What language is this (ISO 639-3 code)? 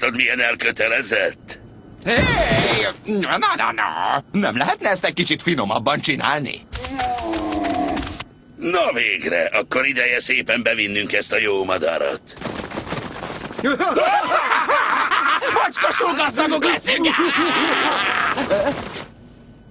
hun